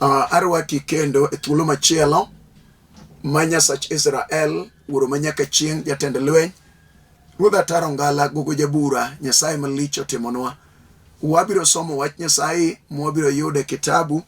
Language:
Luo (Kenya and Tanzania)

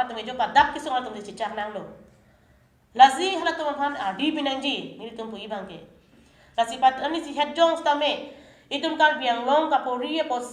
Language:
Karbi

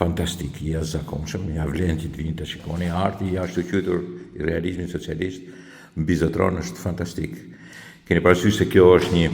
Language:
Albanian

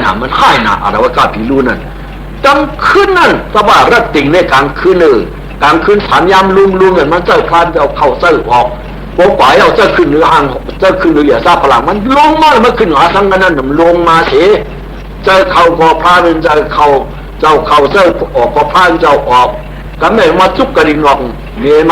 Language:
Shan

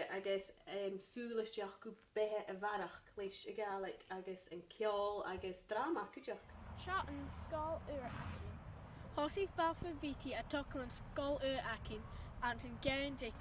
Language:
Scottish Gaelic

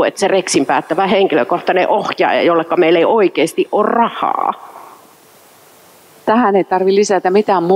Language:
Finnish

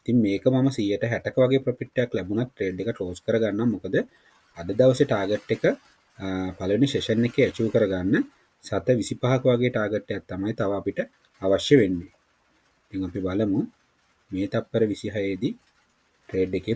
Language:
Sinhala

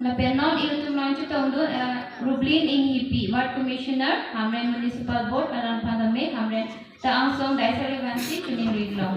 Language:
Karbi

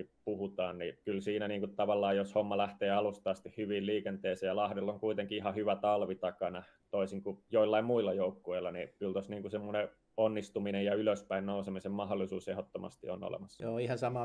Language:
Finnish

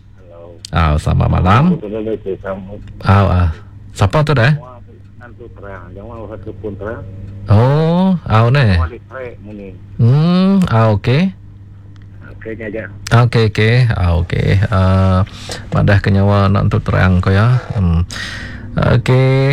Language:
Malay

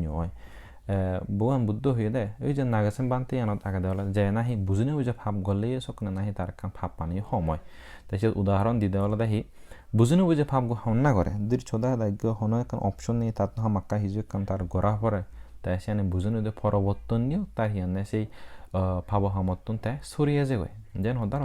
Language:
Chakma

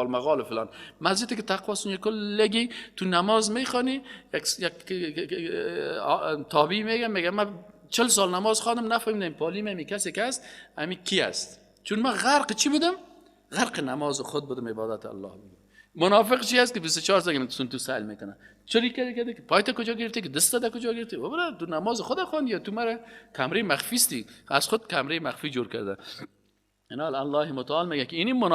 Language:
Persian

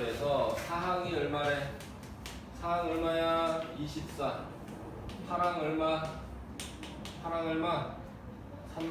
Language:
Korean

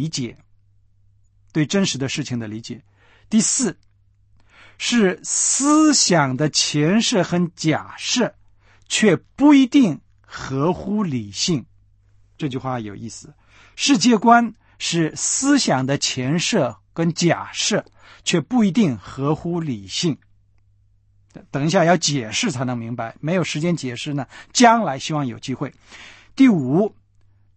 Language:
Chinese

